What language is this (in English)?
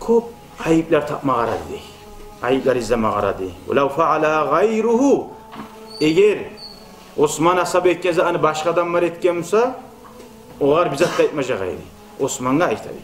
Kumyk